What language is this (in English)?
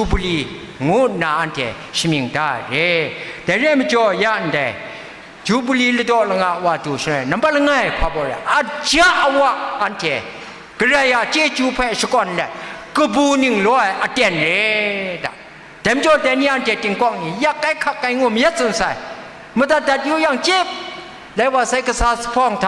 Kachin